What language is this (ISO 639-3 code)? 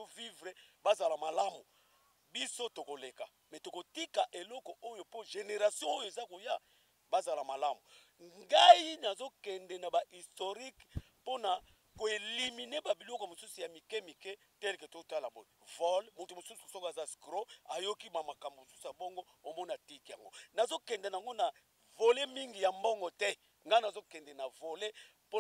lin